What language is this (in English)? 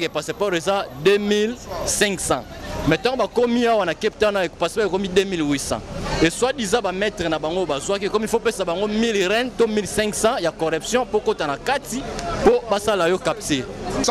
Lingala